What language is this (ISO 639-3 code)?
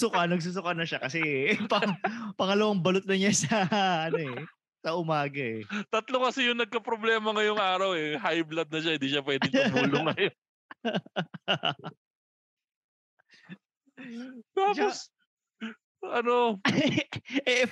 fil